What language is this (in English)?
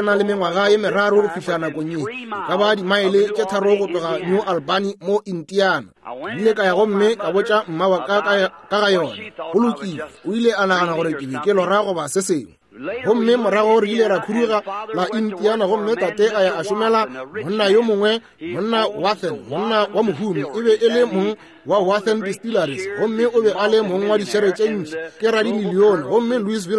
Northern Sotho